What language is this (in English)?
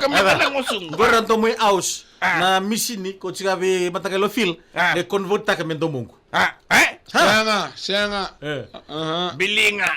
Fijian